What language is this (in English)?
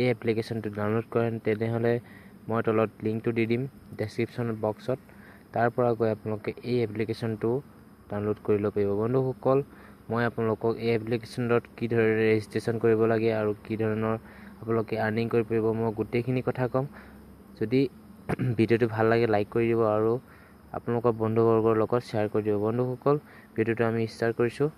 Assamese